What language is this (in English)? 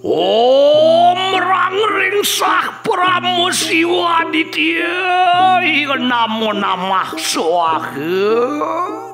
Balinese